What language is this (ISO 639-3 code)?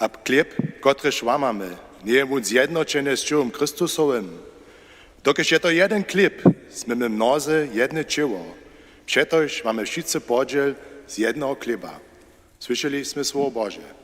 hsb